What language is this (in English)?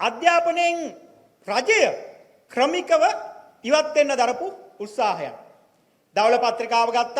Sinhala